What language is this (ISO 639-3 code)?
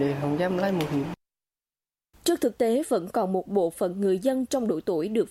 vie